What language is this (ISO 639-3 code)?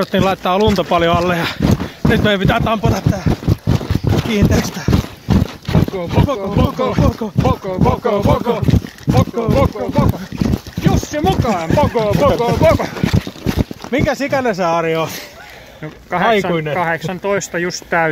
fin